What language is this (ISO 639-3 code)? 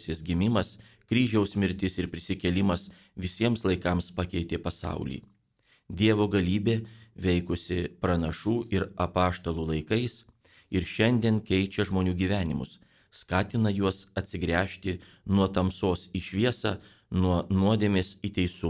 lit